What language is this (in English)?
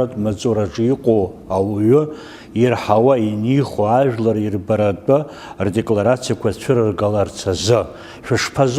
Abkhazian